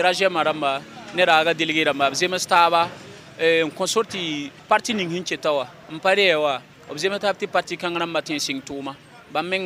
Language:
Mossi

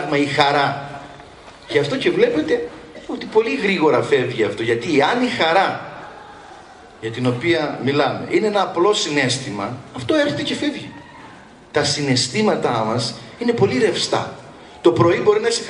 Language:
Greek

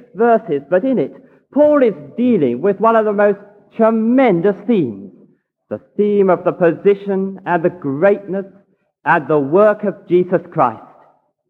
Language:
English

